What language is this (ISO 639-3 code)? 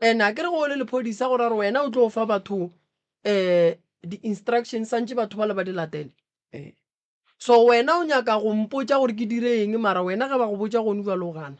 nso